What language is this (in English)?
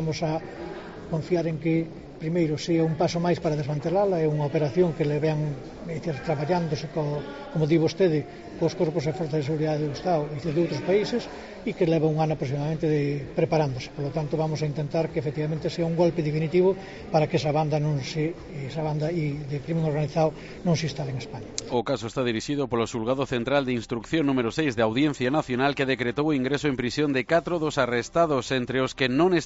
Galician